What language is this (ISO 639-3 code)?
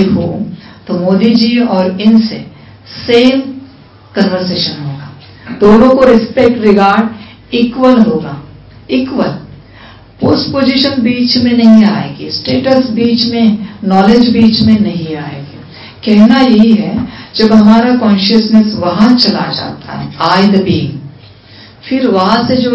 hin